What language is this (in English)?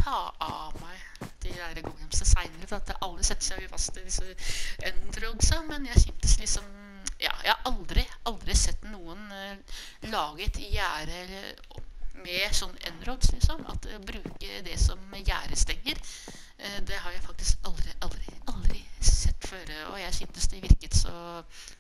Norwegian